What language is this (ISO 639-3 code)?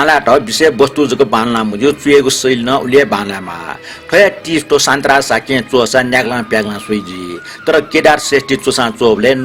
new